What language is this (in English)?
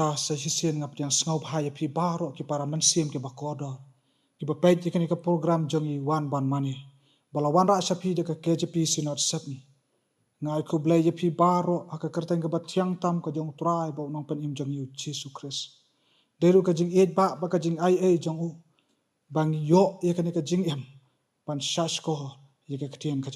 Khasi